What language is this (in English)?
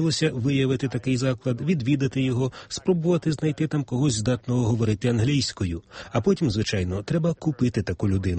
Ukrainian